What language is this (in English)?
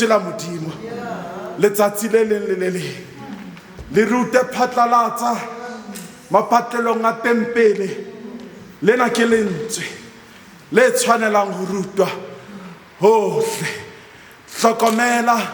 Southern Sotho